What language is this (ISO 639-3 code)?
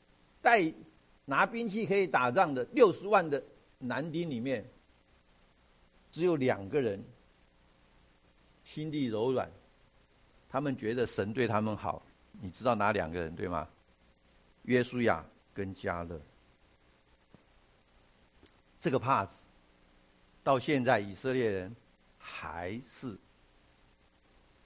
zho